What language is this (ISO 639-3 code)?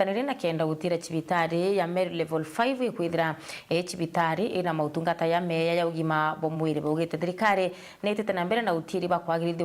mer